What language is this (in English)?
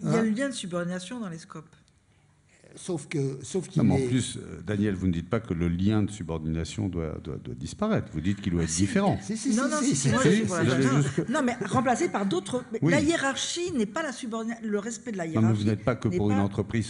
French